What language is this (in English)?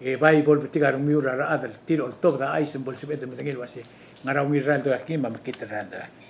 Palauan